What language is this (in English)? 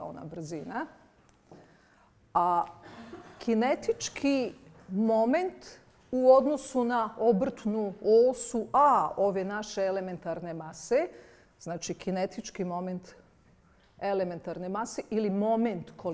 Bosnian